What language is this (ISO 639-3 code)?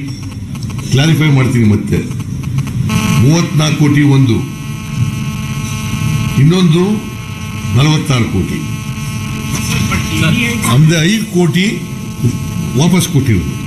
kan